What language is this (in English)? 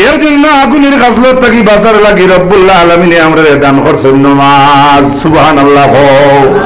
Sylheti